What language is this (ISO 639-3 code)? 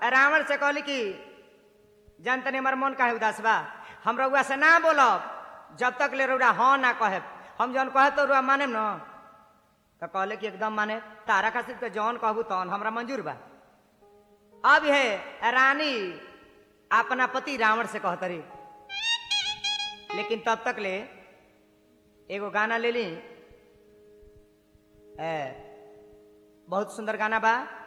bho